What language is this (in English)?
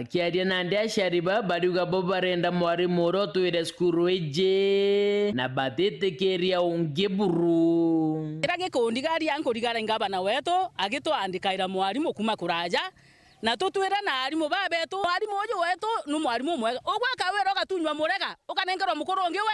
Meru